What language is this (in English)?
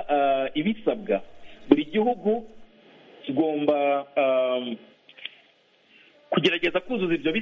Kinyarwanda